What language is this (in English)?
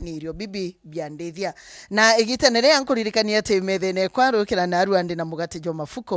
Meru